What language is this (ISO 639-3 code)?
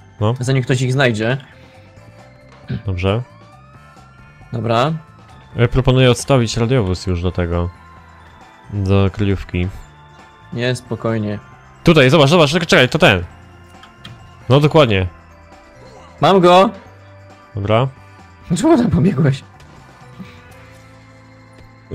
pol